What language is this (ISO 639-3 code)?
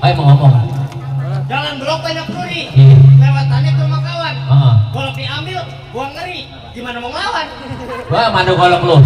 bew